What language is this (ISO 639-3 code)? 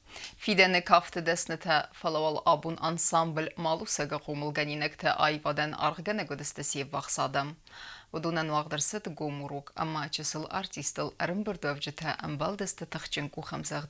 oss